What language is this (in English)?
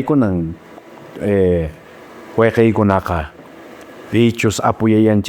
Quechua